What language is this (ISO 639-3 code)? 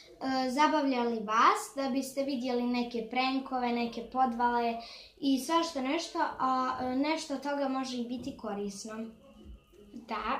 hrv